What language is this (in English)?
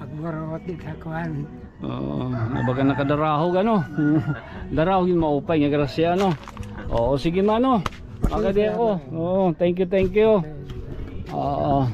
Waray